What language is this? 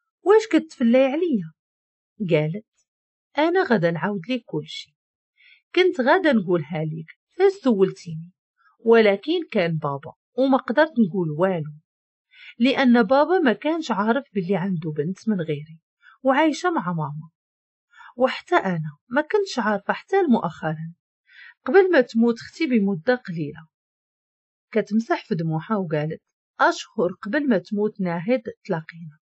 Moroccan Arabic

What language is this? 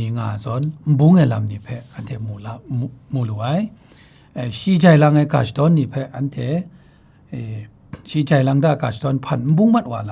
Kachin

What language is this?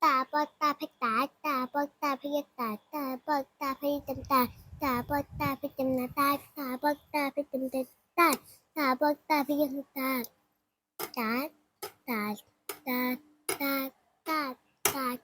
Shan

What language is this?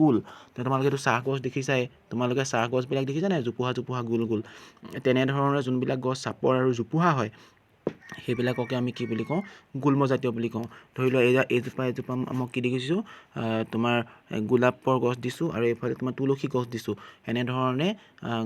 Assamese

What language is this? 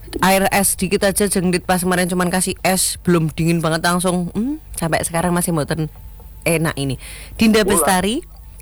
Indonesian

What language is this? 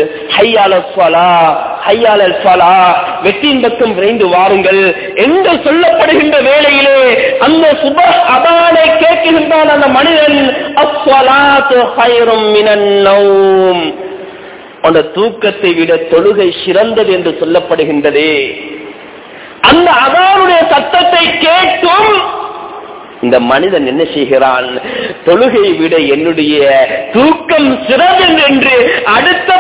Tamil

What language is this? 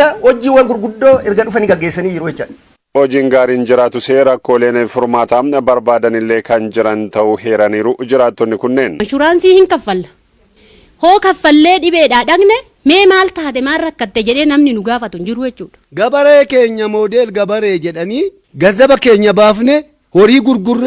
Oromo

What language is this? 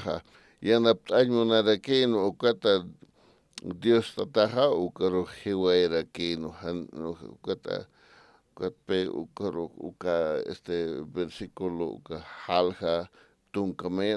Aymara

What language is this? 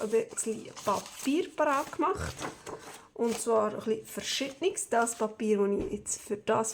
Swiss German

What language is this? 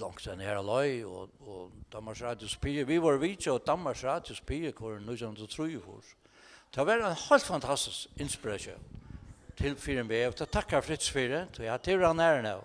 Faroese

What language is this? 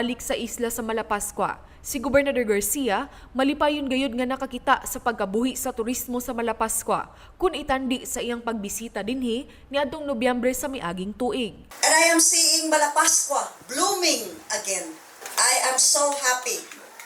Cebuano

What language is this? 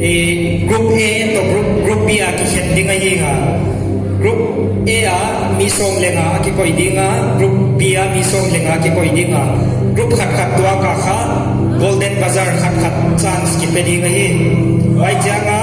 Paite Chin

